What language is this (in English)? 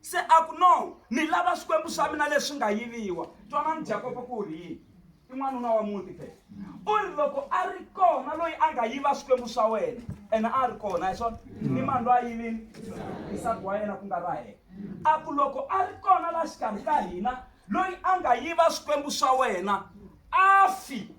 Tsonga